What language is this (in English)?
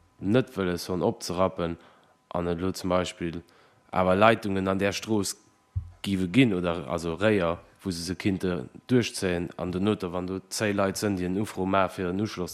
Luxembourgish